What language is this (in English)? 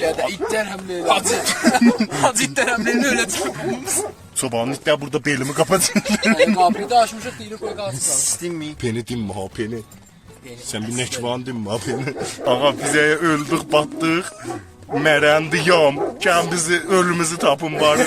South Azerbaijani